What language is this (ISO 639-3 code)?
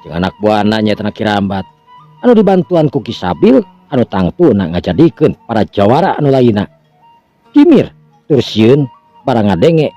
sun